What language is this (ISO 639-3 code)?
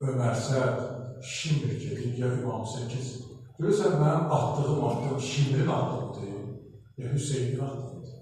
aze